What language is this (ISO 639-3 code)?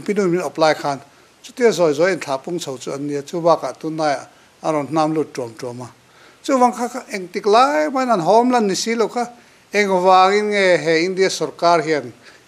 lus